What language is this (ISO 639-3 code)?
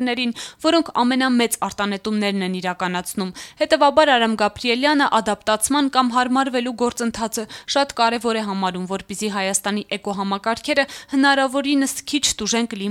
hye